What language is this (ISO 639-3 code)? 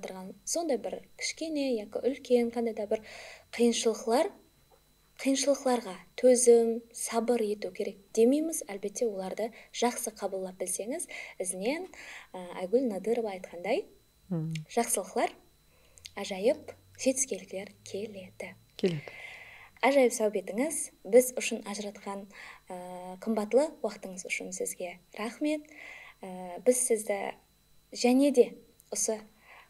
kaa